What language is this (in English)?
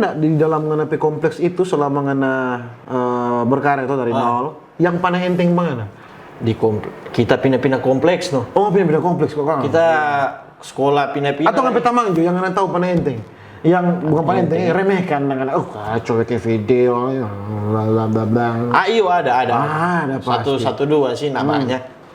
Manado Malay